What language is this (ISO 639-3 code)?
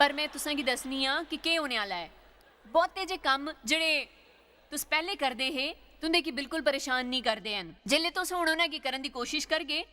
doi